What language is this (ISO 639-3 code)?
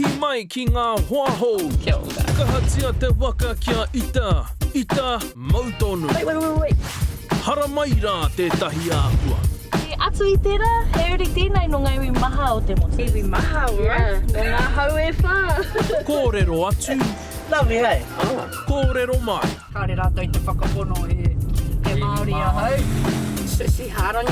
mri